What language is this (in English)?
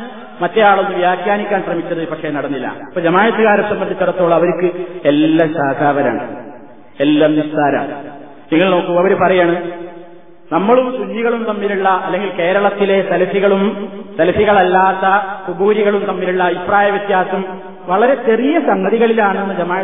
Malayalam